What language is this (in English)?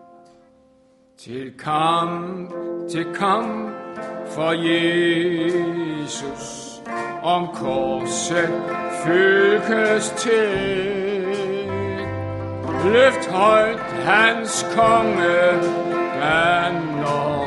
Danish